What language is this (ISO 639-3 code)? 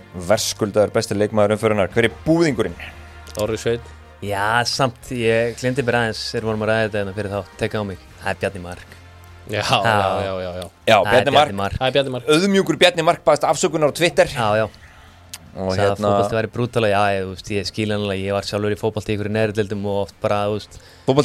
isl